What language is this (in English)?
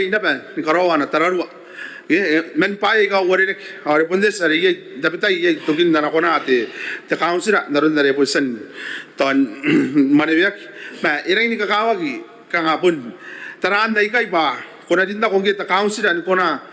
Gilbertese